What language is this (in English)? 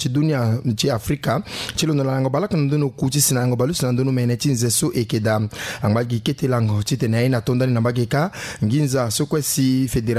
Sango